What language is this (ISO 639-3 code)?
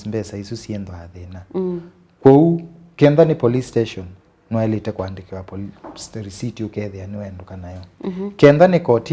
kam